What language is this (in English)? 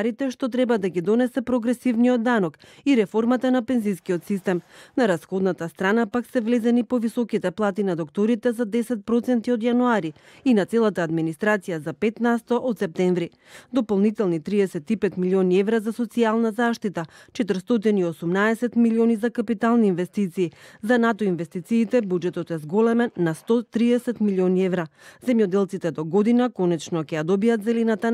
Macedonian